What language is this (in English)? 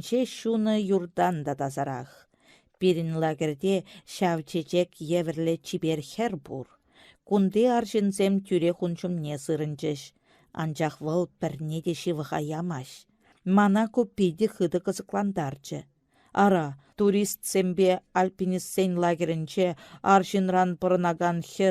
Chuvash